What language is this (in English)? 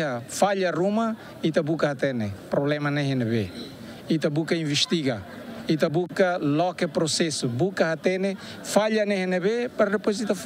Tetum